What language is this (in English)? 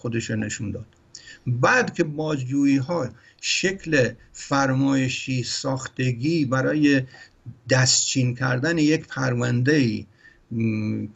Persian